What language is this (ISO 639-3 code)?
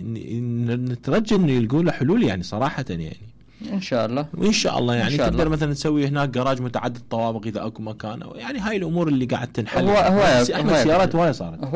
acm